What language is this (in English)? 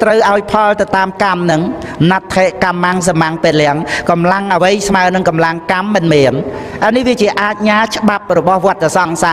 Khmer